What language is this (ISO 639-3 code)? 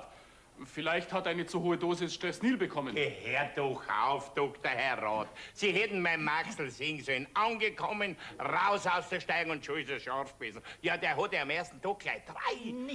bar